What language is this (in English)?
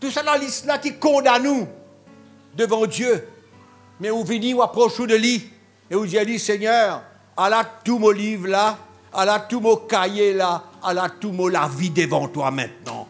Morisyen